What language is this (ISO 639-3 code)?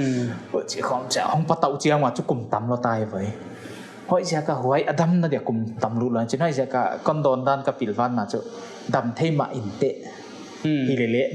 pck